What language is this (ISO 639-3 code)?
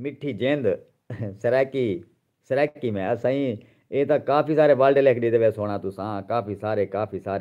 skr